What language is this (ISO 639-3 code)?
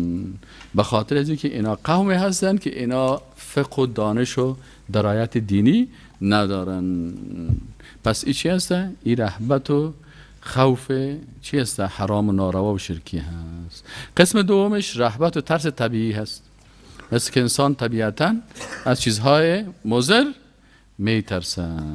fas